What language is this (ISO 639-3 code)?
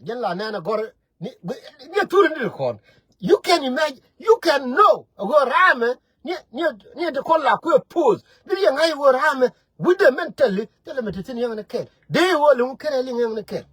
nus